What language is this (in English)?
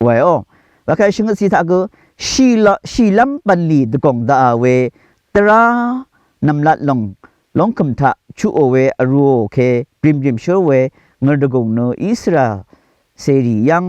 Rawang